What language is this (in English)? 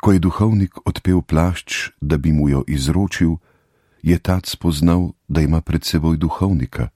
Slovenian